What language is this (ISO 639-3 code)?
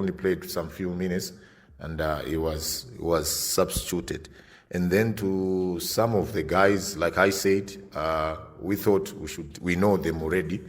eng